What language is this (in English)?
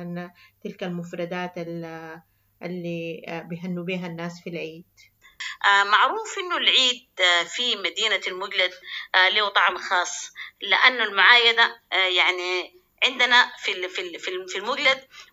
Sudanese Arabic